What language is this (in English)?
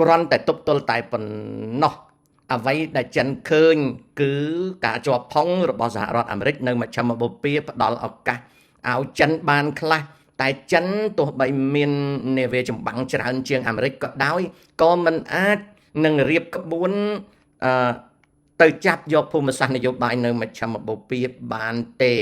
Khmer